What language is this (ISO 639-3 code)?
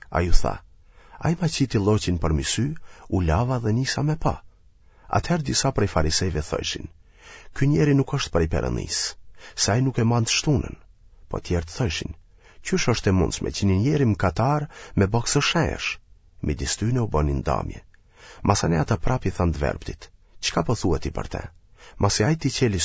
sqi